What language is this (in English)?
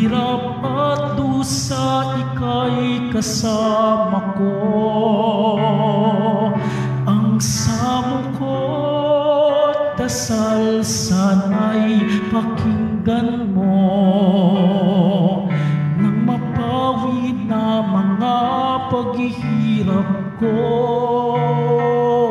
Filipino